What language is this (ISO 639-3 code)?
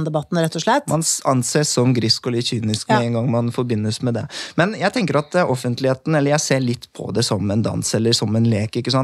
nor